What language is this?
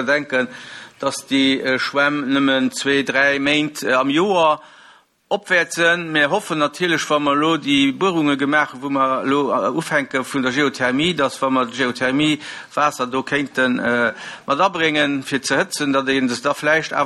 Luxembourgish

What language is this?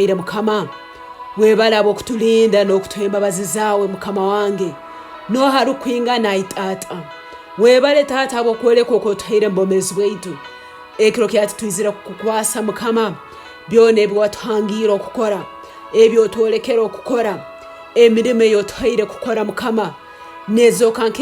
Tooro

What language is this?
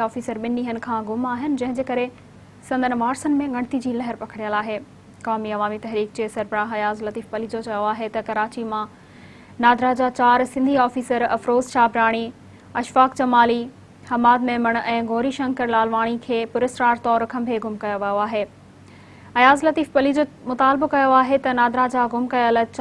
Sindhi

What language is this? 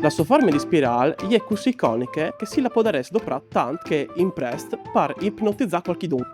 Friulian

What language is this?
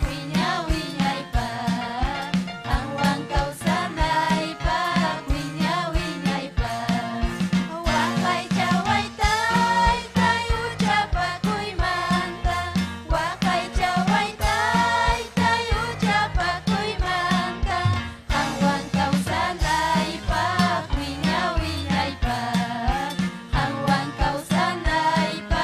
Ayacucho Quechua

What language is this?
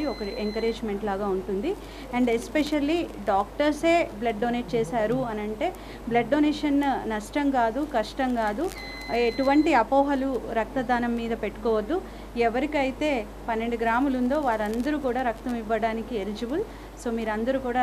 Telugu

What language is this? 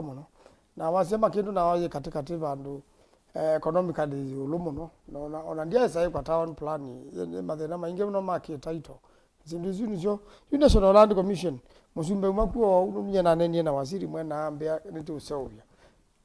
Kamba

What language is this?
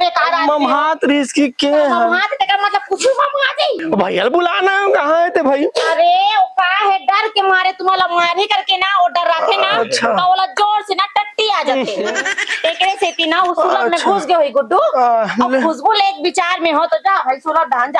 Chhattisgarhi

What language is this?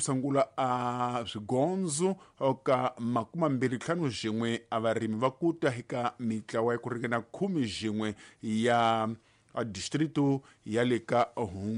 Tsonga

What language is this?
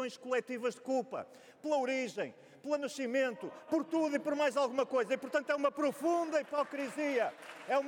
Portuguese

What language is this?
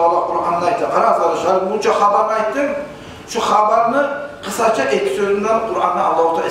Kumyk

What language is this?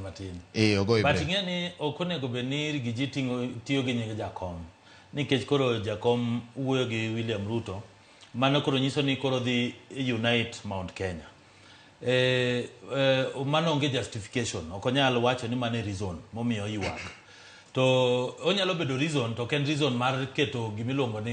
Luo (Kenya and Tanzania)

